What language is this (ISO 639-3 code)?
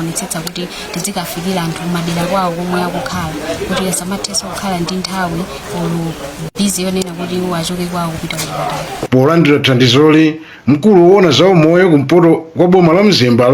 nya